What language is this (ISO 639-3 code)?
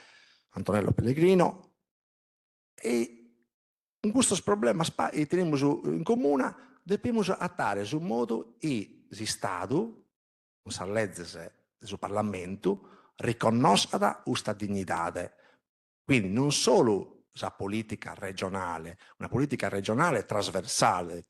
srd